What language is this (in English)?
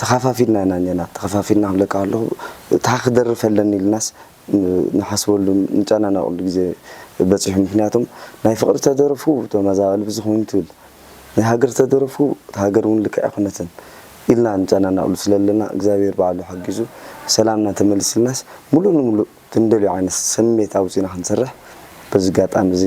Tigrinya